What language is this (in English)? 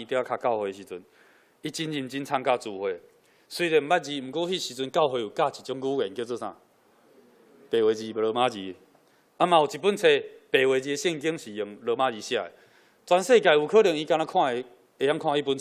Min Nan Chinese